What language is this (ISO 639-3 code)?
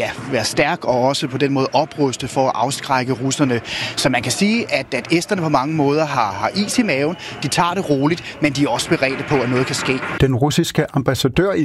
dan